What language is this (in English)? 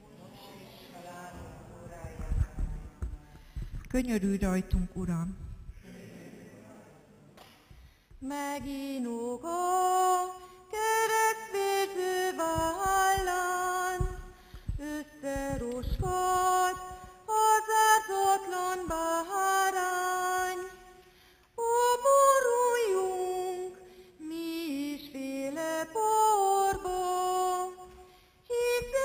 Hungarian